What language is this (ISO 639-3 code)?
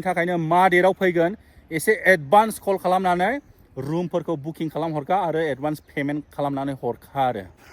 brx